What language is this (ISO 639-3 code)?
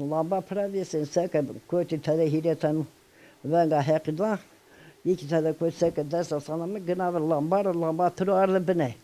zza